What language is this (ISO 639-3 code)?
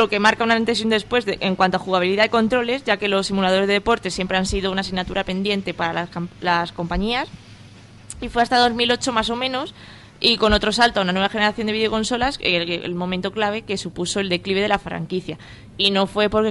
spa